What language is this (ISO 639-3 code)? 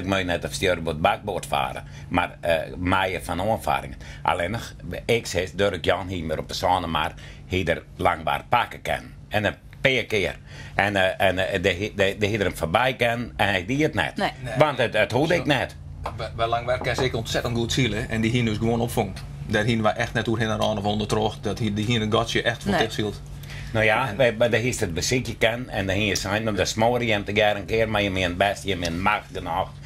fry